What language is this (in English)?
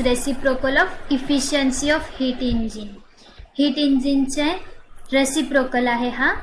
Marathi